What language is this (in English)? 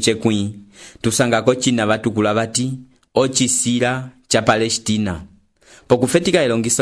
Umbundu